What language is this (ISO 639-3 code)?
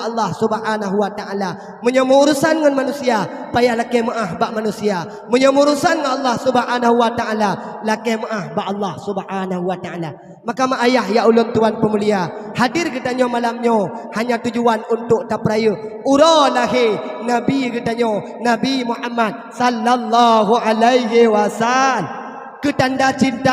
ace